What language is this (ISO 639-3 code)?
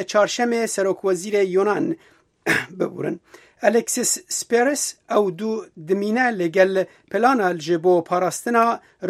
kur